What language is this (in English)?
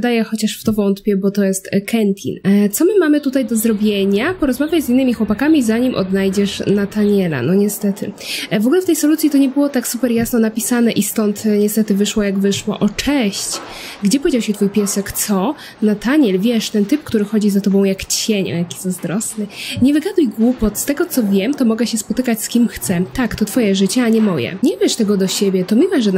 Polish